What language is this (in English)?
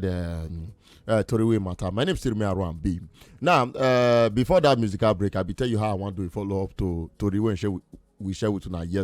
Nigerian Pidgin